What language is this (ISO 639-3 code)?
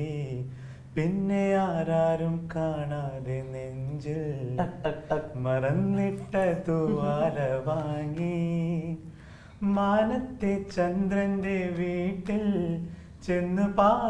mal